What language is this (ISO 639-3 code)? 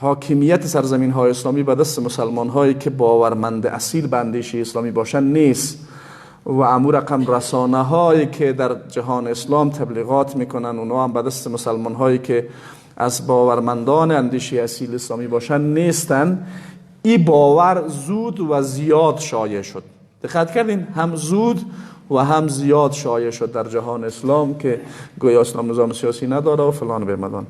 fas